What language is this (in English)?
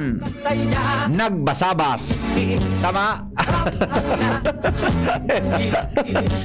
Bikol